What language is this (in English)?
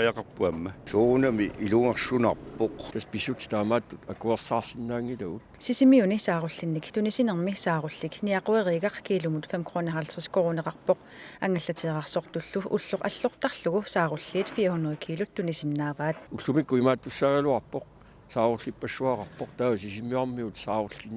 Kalaallisut